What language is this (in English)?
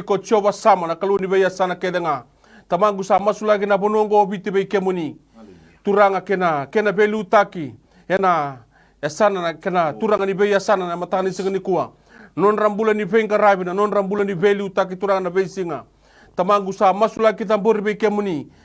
Fijian